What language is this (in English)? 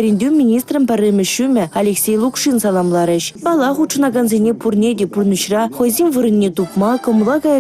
Chuvash